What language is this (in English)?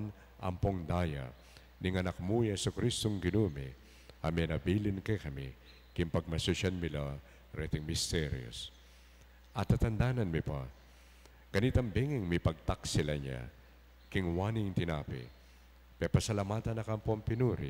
Pampanga